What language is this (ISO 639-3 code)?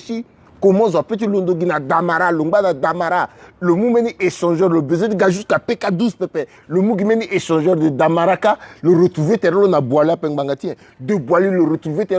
sag